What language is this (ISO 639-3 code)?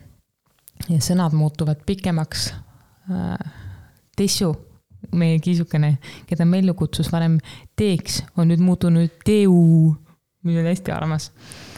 est